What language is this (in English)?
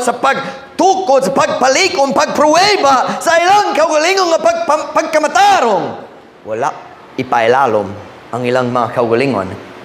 Cebuano